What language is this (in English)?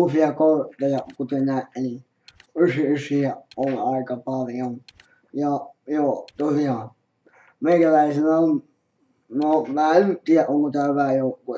Finnish